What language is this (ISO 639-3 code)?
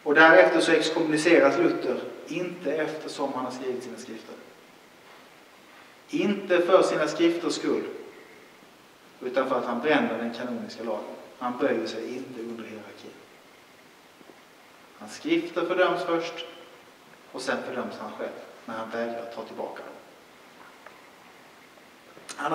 swe